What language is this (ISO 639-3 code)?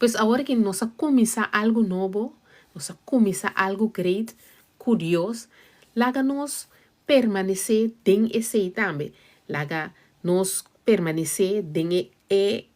pap